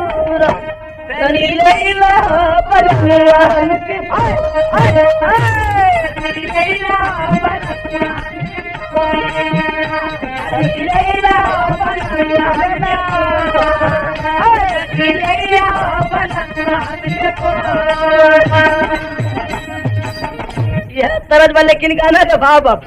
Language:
Bhojpuri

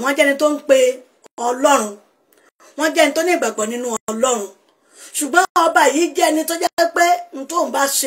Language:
Yoruba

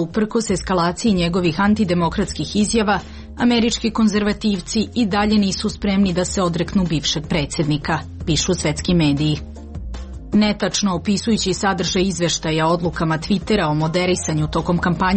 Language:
Serbian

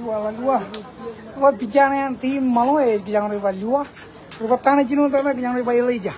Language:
Marshallese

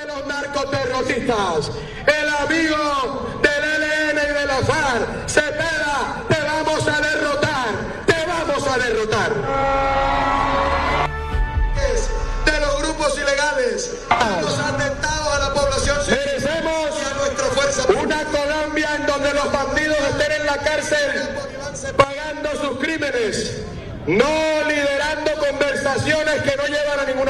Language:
Spanish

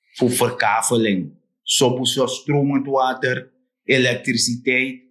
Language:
Sranan Tongo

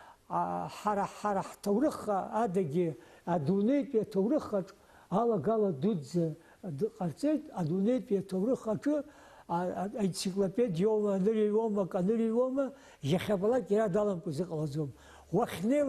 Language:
Abkhazian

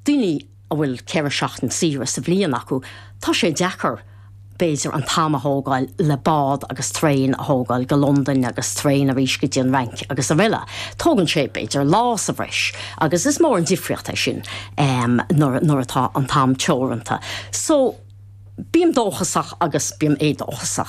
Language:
Irish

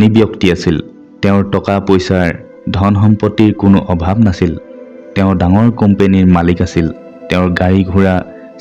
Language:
Assamese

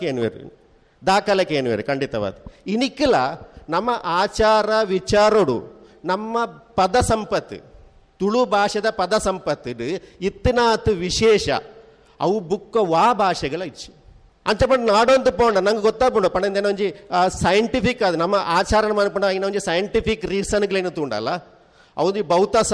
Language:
Tulu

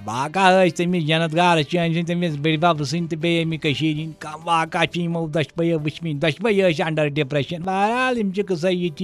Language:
Kashmiri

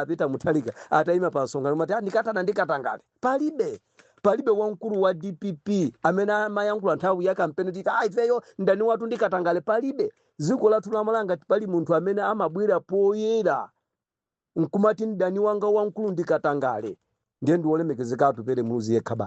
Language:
Nyanja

